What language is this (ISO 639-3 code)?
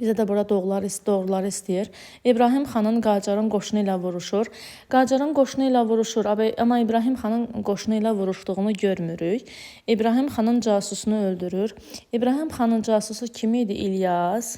aze